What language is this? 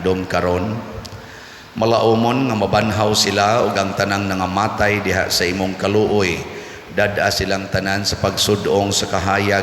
Cebuano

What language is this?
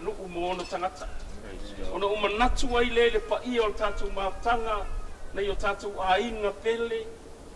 Samoan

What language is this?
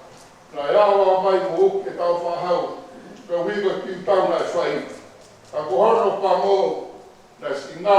Tongan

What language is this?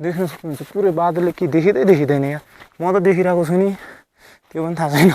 Nepali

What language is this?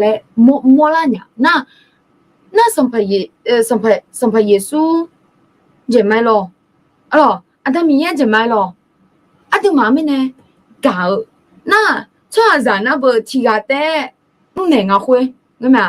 Akha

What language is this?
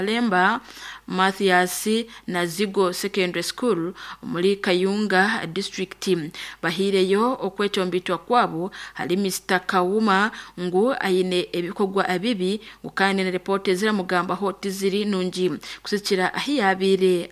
Nyankole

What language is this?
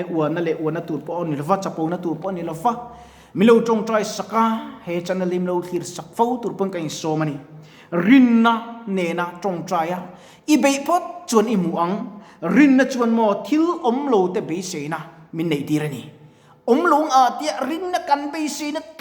Mizo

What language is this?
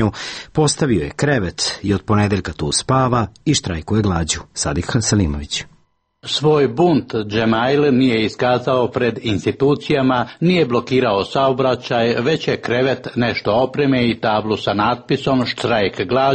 Serbian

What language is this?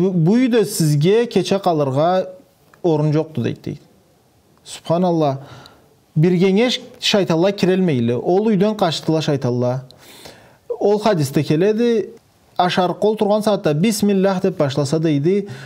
Karachay-Balkar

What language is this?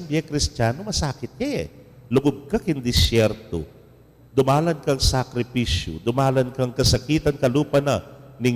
Pampanga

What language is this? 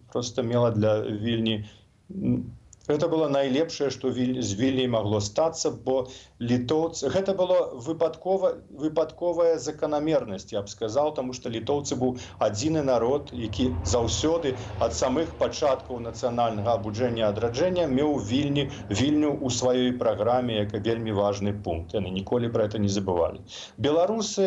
Belarusian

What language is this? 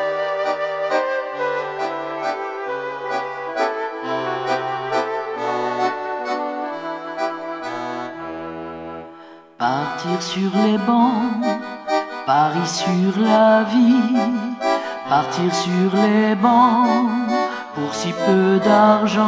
French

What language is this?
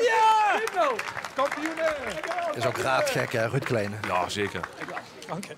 Limburgish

